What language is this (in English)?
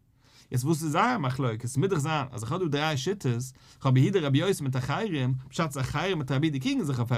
Yiddish